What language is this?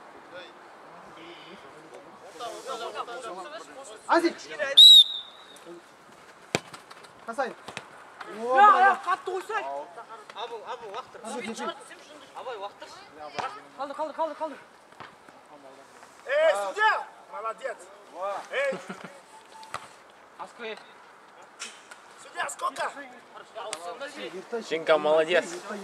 Kazakh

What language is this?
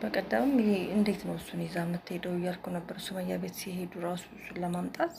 Amharic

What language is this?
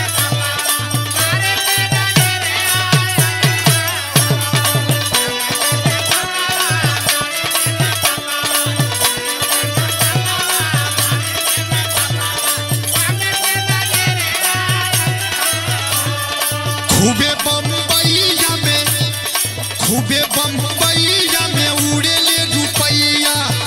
Bhojpuri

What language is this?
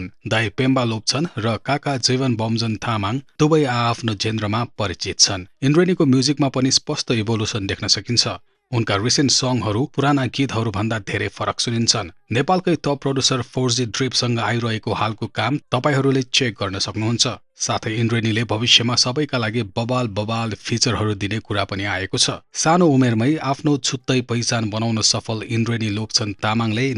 Nepali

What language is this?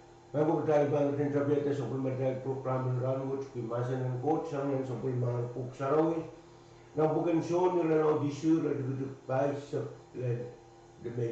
Pohnpeian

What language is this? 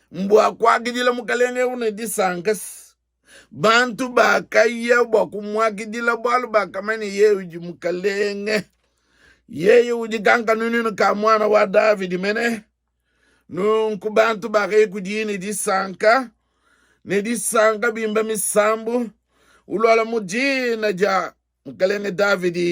Luba-Lulua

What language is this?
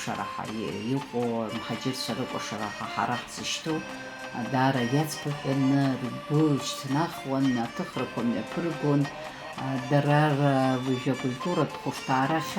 Abkhazian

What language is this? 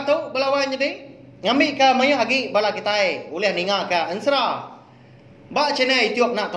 Iban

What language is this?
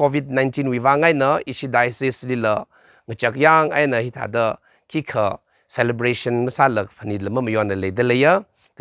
Tangkhul Naga (India)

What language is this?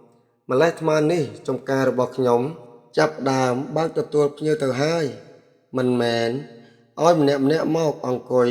Khmer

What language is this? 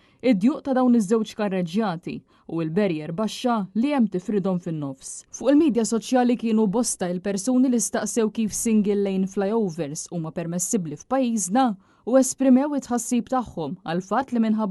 Maltese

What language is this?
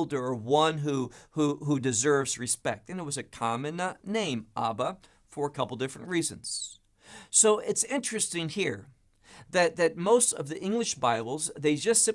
English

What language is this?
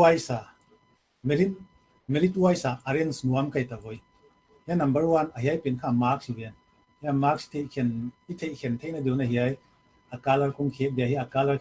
Paite Chin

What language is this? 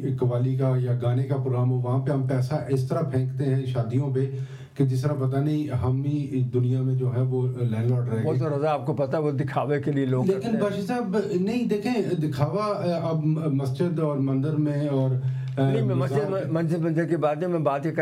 Urdu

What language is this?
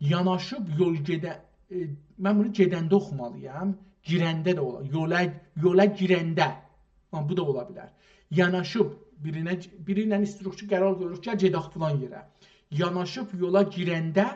South Azerbaijani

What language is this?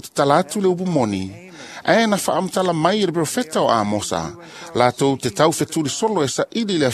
Samoan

